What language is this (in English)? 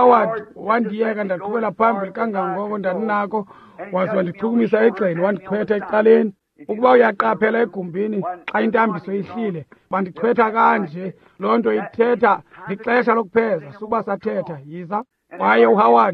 Xhosa